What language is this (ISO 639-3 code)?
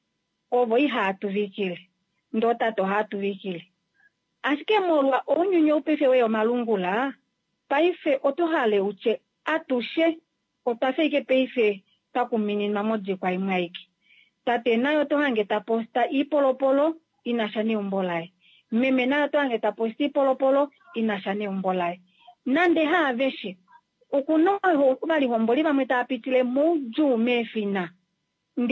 kua